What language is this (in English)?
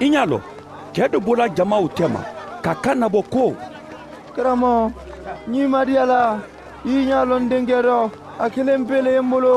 Mandingo